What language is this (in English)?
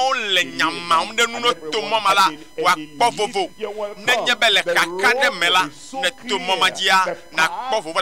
Ewe